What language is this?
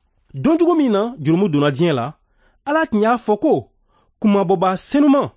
Bambara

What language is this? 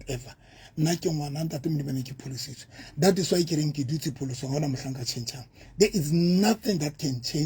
Southern Sotho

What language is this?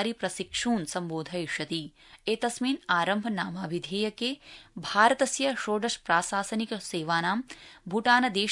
Sanskrit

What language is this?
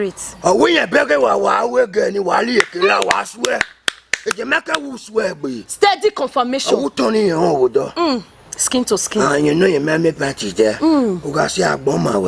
Bini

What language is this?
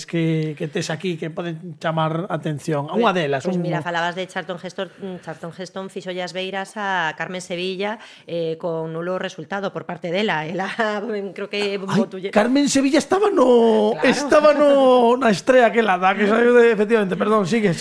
Galician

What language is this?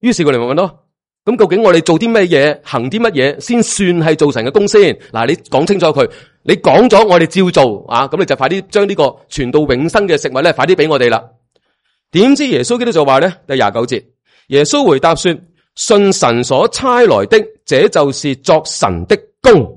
Cantonese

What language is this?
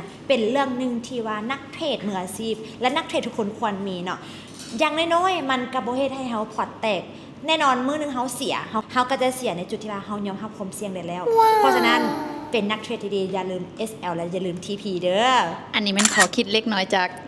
Lao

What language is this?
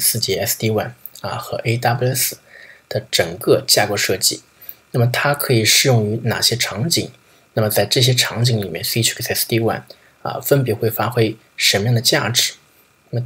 Chinese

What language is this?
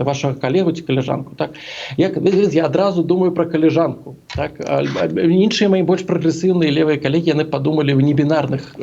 Belarusian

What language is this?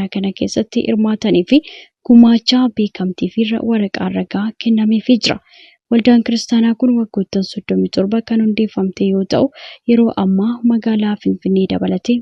Oromo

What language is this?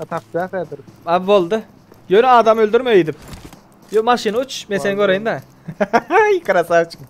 Turkmen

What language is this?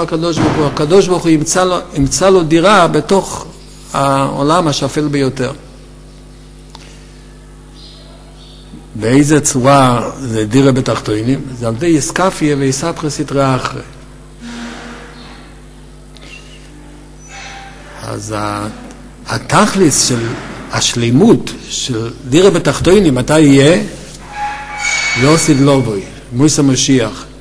Hebrew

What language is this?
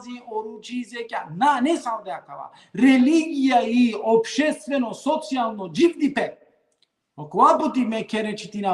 Balkan Romani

